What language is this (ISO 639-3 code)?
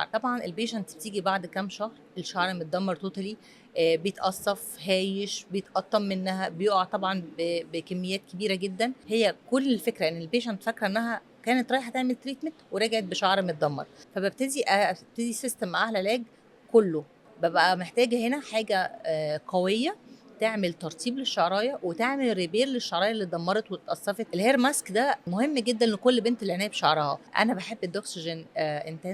arz